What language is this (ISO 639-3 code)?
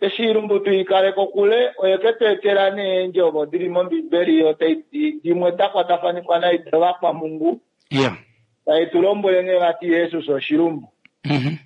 kua